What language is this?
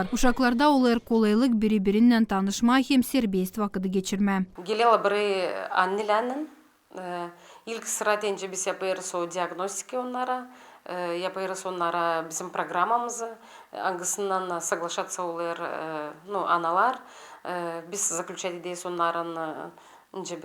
Gagauz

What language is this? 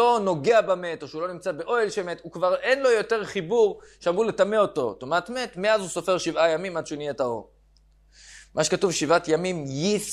Hebrew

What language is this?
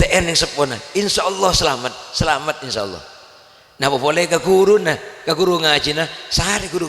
Madurese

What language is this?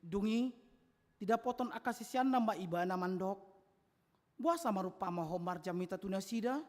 Batak Toba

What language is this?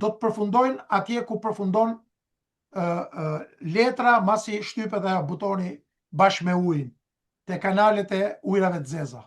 Albanian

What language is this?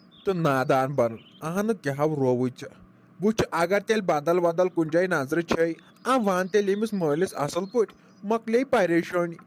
Kashmiri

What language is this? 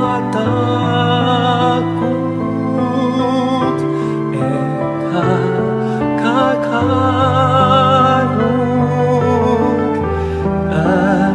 Pampanga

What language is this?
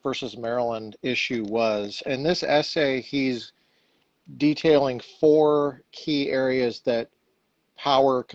English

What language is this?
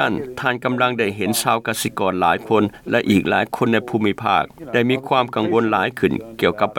Lao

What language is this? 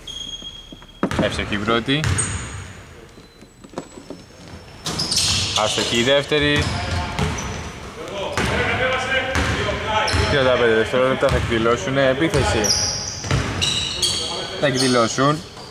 Greek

